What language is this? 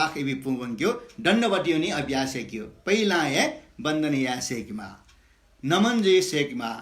Newari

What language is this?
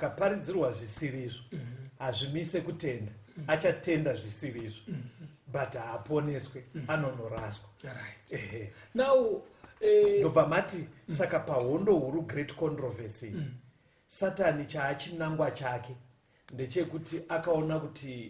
Shona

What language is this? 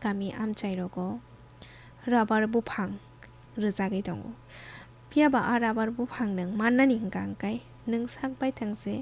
Kok Borok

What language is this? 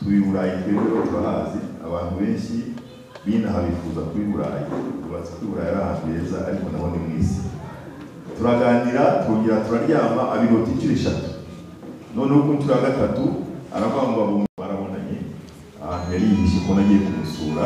Kinyarwanda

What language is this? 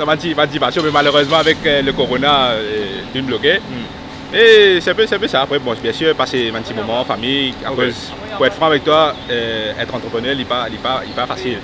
Morisyen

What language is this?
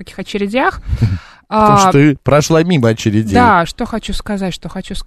Russian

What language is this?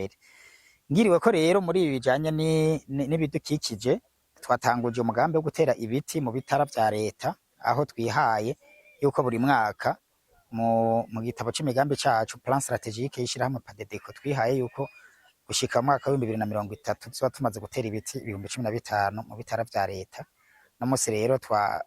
Rundi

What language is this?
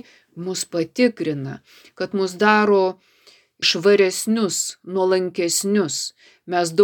Lithuanian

